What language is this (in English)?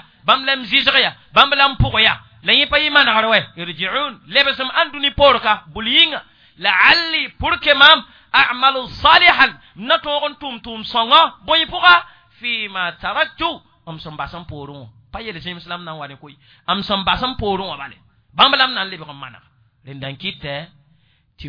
Mossi